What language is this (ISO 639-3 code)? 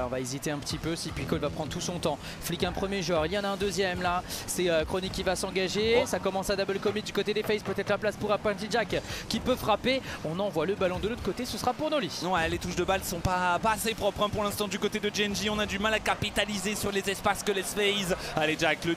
fra